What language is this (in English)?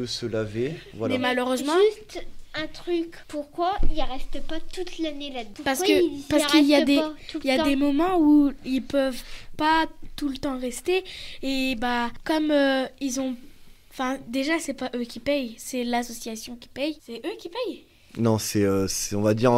French